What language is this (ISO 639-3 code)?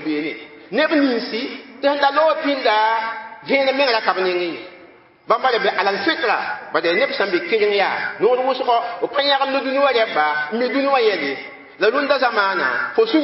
mos